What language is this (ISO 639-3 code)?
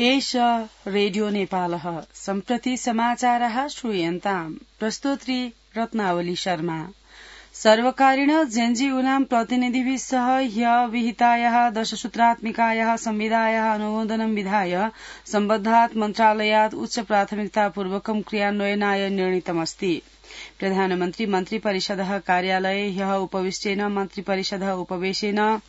san